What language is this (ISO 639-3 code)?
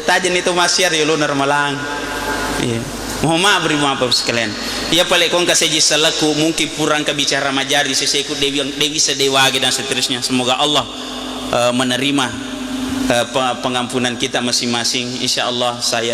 bug